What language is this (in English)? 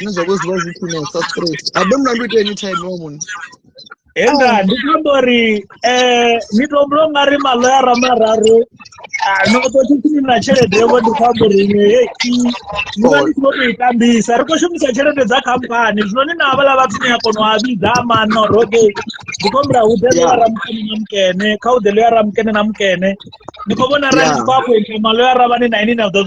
Venda